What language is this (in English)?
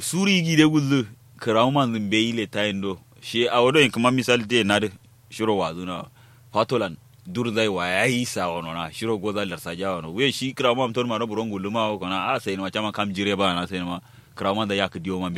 Kanuri